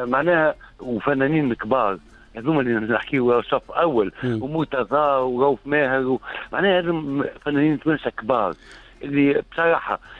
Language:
Tunisian Arabic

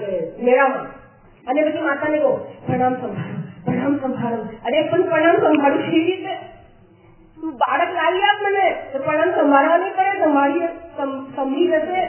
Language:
Gujarati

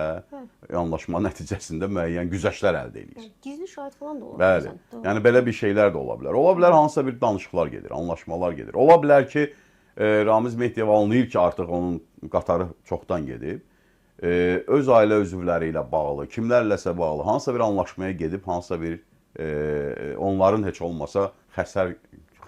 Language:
Azerbaijani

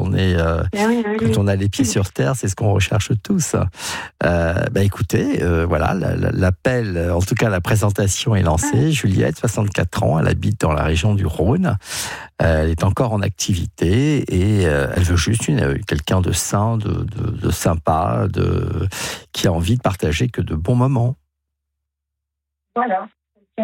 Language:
French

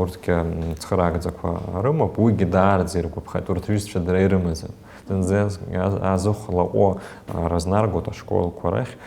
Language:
Abkhazian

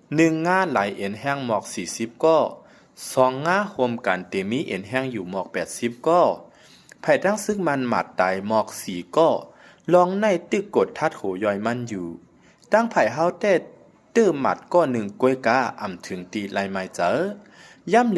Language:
Shan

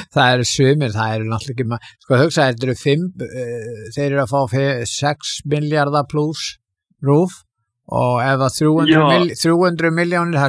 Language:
Icelandic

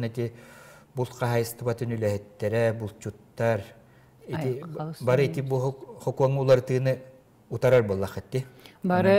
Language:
Yakut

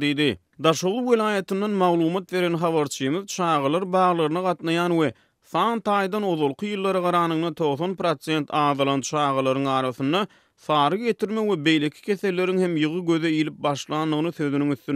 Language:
Turkmen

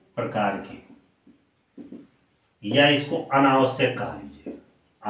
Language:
Hindi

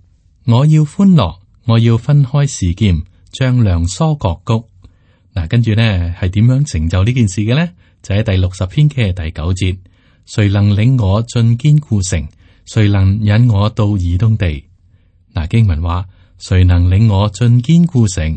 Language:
Cantonese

